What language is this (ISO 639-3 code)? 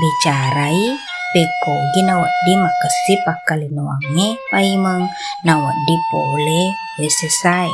bug